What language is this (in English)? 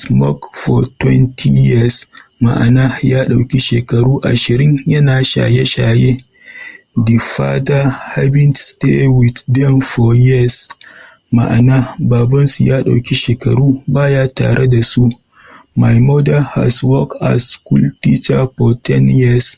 Hausa